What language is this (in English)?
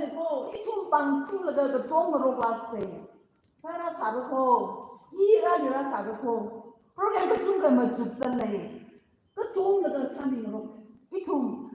Tangkhul Naga (India)